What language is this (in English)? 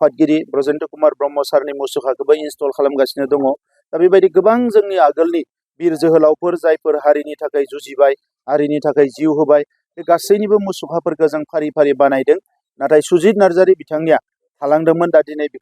Bodo